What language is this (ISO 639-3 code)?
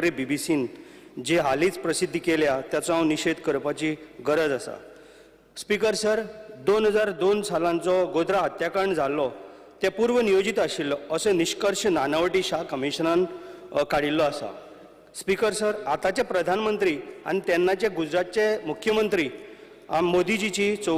kok